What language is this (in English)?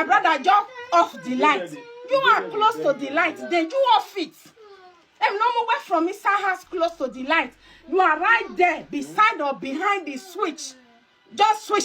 Nigerian Pidgin